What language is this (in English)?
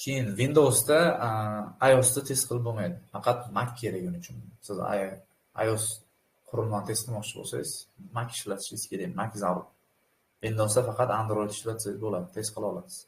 Uzbek